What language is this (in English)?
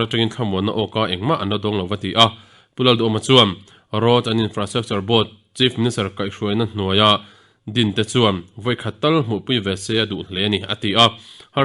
Mizo